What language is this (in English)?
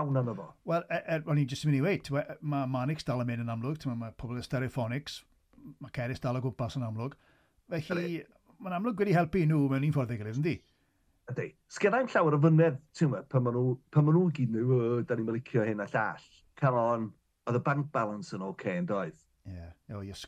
Welsh